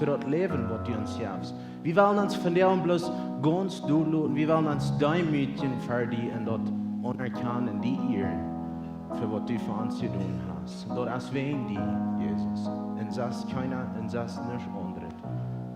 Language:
Plautdietsch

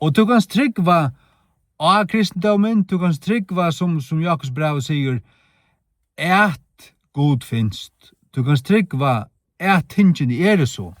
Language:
Faroese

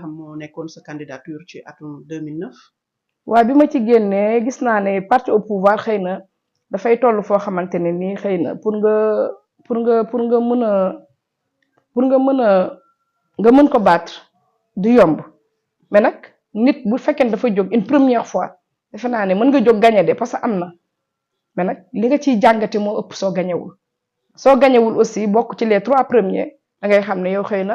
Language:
Wolof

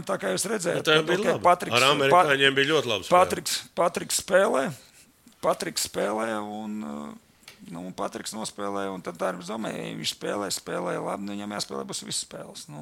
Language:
Latvian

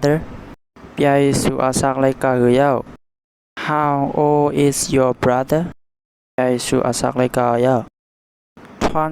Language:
Shan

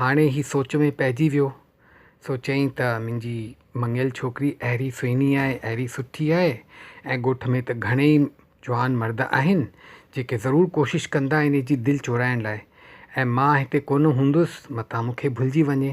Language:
Sindhi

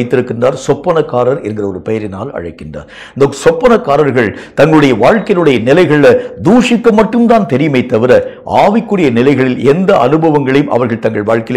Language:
Tamil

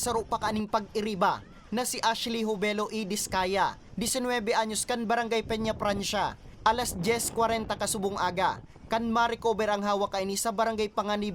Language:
Bikol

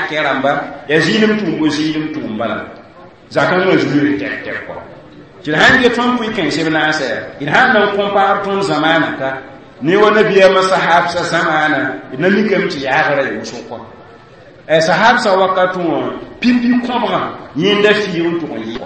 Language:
Mossi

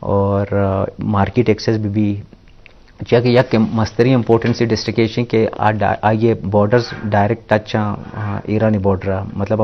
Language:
Eastern Balochi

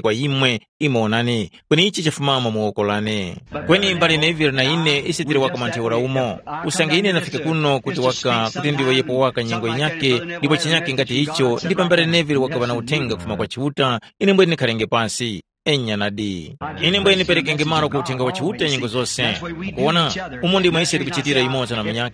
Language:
Tumbuka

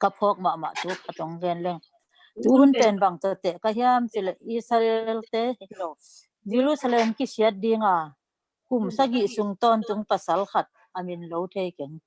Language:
Tedim Chin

